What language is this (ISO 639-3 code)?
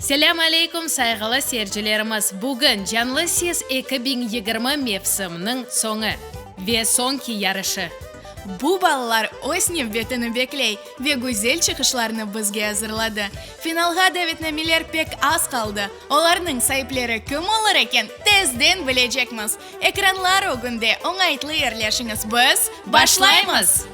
crh